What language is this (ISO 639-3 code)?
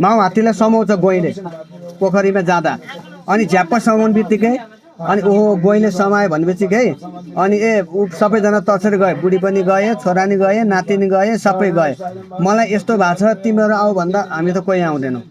nep